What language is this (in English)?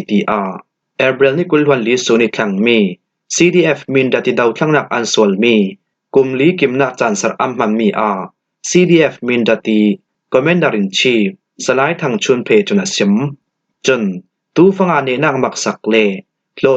Falam Chin